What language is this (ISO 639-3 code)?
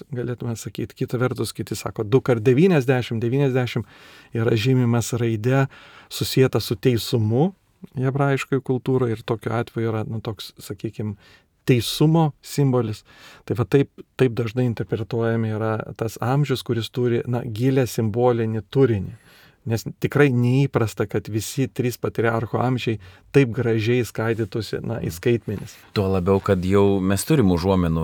lit